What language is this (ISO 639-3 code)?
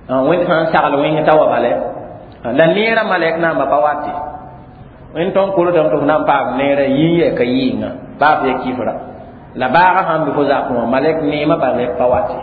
mos